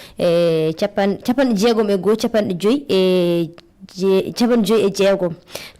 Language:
Fula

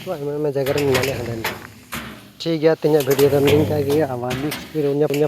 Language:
Santali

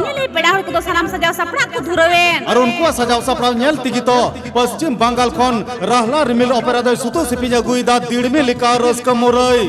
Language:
Santali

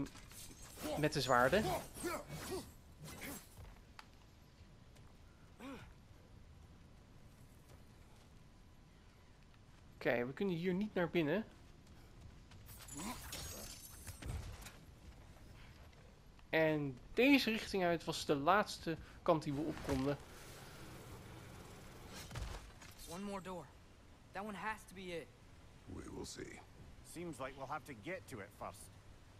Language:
Dutch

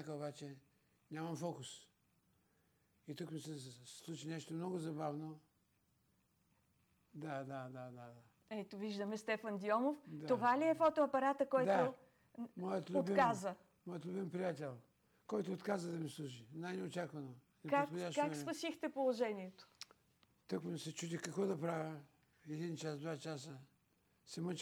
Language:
Bulgarian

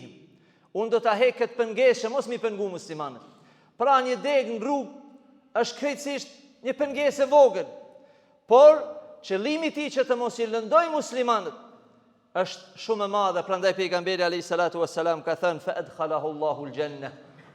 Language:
Albanian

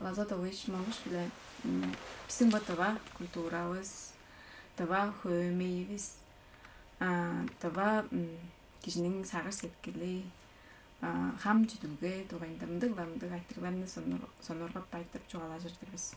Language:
Tuvinian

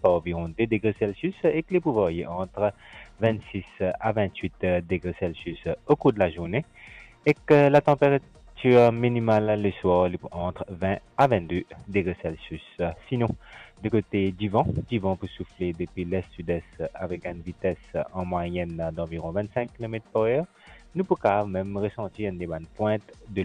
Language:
Morisyen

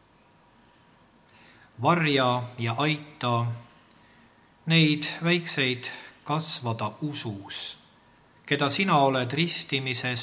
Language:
Estonian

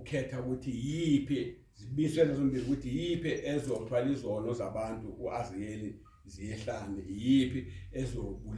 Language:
Zulu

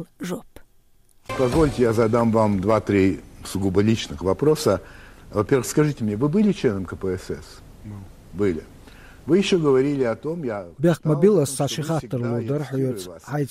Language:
Chechen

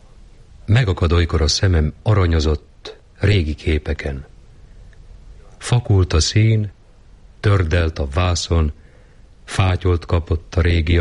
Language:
Hungarian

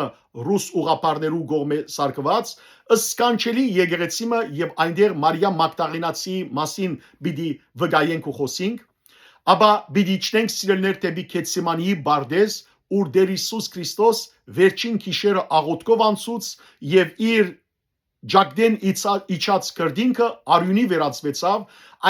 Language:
Western Armenian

